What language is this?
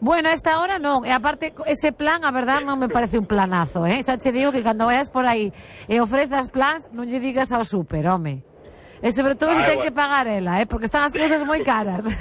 Galician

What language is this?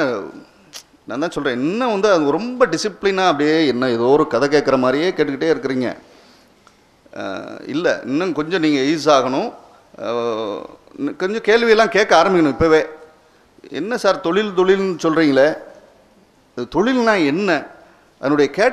Tamil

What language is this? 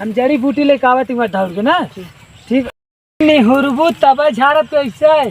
Awadhi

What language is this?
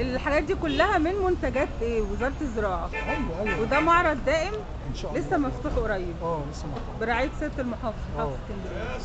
Egyptian Arabic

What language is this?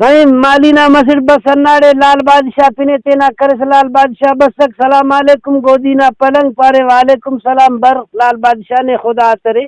Brahui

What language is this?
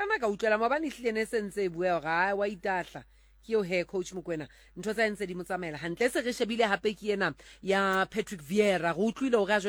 Southern Sotho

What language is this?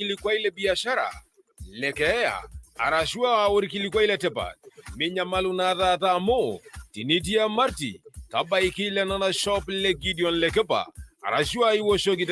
Masai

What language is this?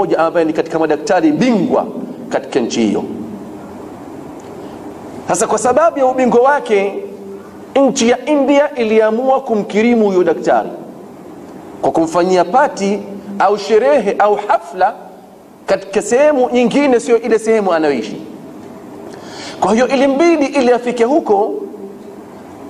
Swahili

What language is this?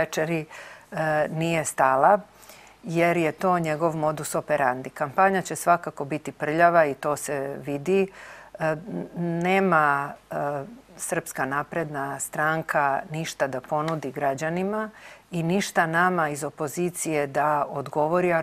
Serbian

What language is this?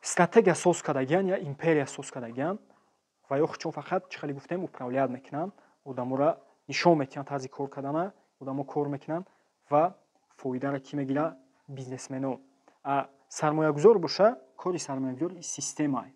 Tajik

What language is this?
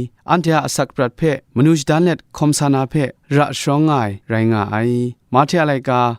Kachin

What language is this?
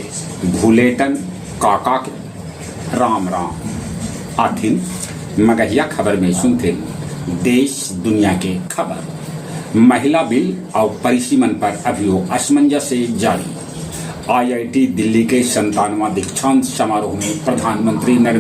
Magahi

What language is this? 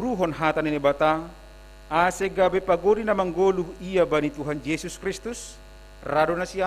Batak Simalungun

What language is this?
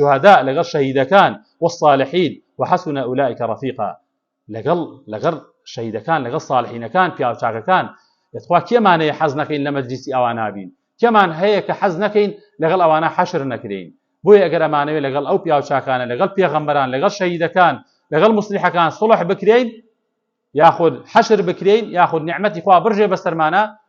Central Kurdish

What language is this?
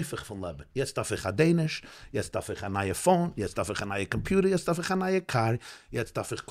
Yiddish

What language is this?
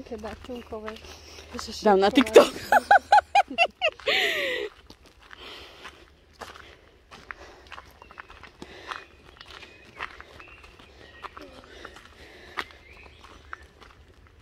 Slovak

